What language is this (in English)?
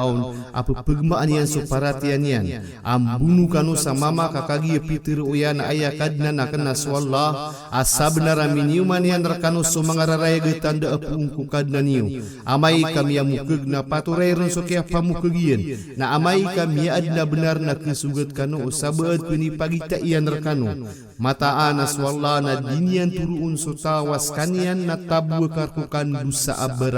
Maranao